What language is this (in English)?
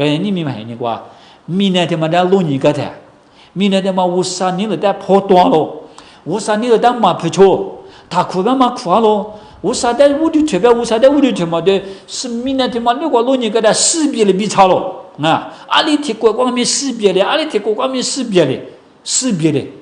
Lisu